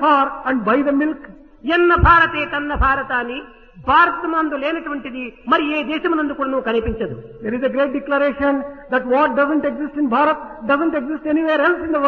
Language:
Telugu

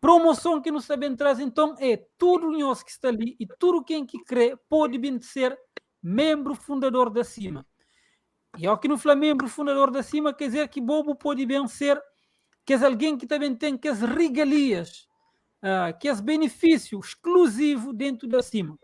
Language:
Kabuverdianu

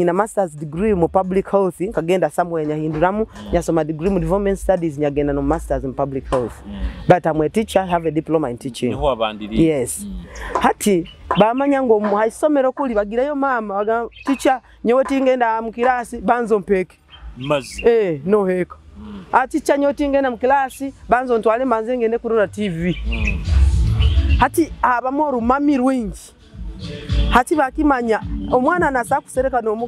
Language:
Nyoro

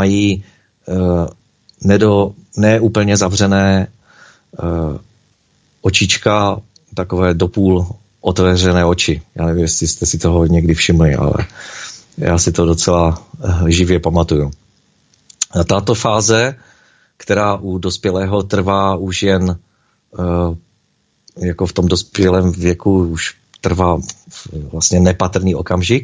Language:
Czech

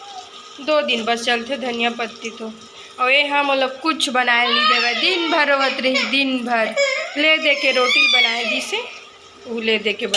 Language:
Chhattisgarhi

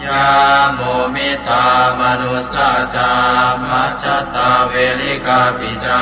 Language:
Pali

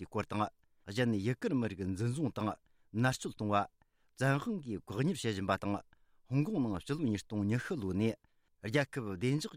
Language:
Tibetan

